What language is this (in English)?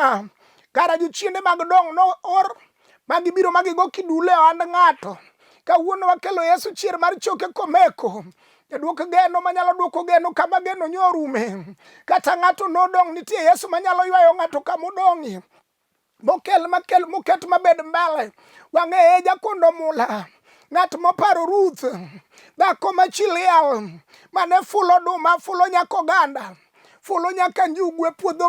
Luo (Kenya and Tanzania)